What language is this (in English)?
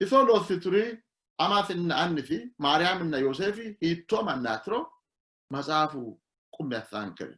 Sidamo